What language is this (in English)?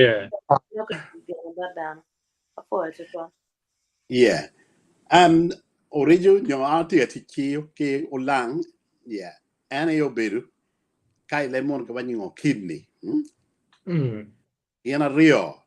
Acoli